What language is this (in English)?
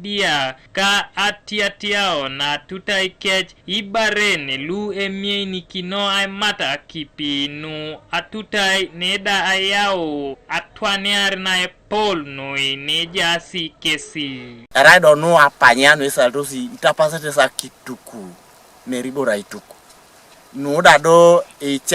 Teso